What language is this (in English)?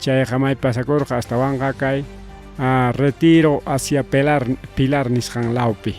Ayacucho Quechua